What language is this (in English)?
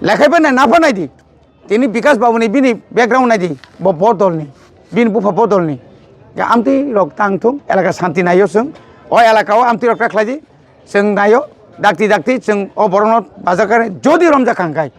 Kok Borok